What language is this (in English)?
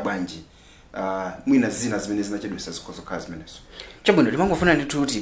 Nyanja